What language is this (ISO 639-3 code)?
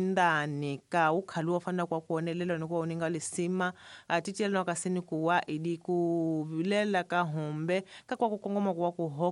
tso